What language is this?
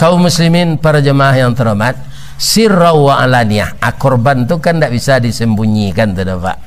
Minangkabau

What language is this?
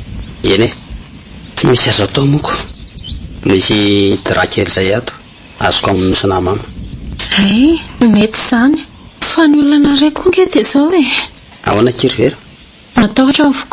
Malagasy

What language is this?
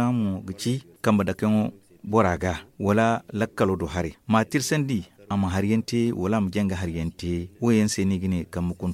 Zarma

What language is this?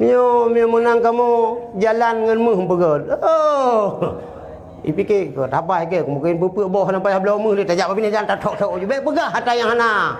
Achinese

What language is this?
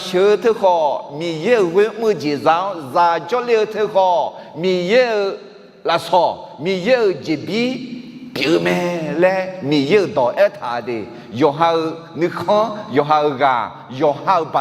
Akha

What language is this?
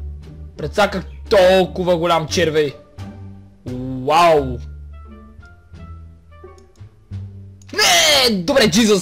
Bulgarian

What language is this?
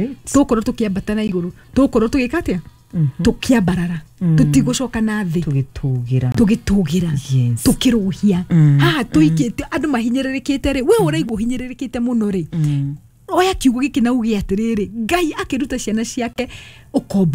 Kikuyu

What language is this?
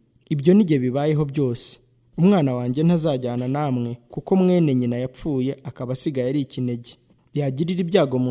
Kinyarwanda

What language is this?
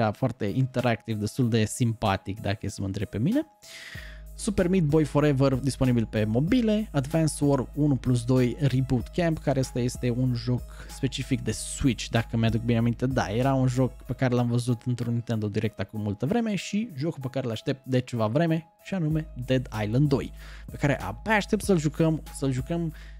Romanian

